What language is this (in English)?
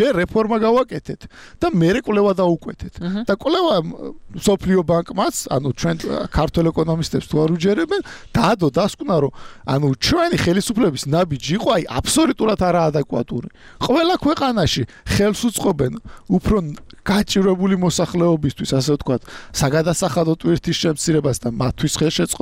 Georgian